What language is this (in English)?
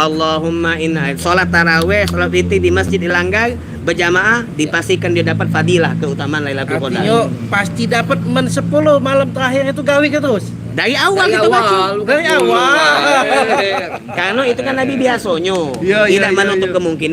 Musi